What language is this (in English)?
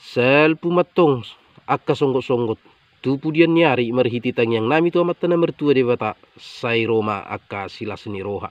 Batak Toba